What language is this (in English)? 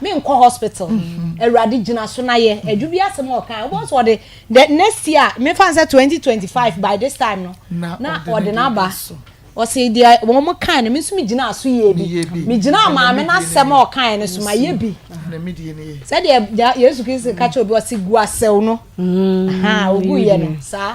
Akan